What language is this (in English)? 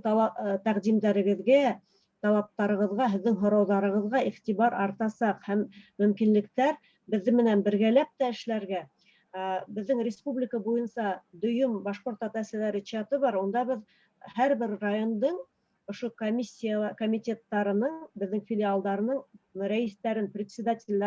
Bashkir